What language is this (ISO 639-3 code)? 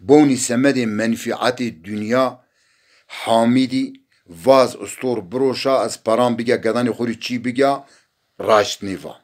zza